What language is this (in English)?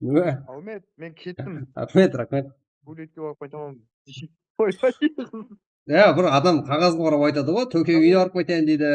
Kara-Kalpak